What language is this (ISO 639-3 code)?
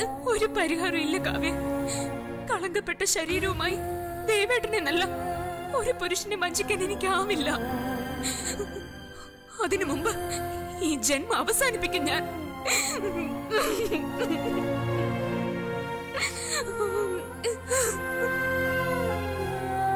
mal